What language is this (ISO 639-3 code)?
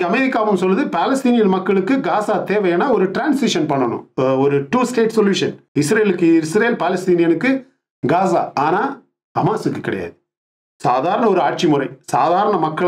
tam